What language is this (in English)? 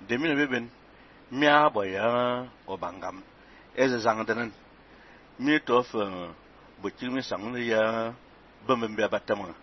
Fang